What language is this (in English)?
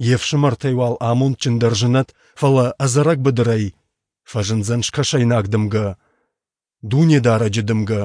Ossetic